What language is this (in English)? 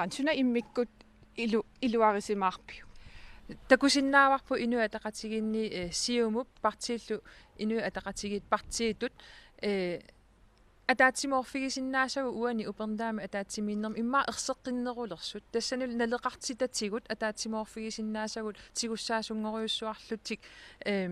Kalaallisut